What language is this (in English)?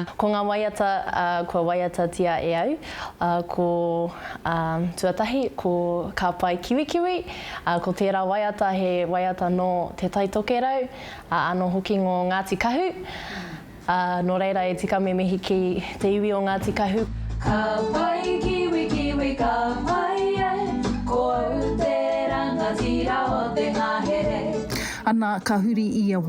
Māori